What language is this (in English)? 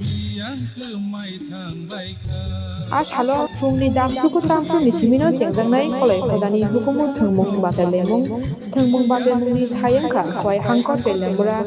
Kok Borok